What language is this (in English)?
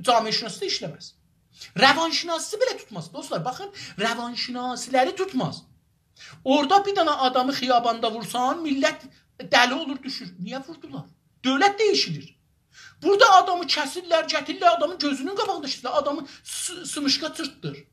South Azerbaijani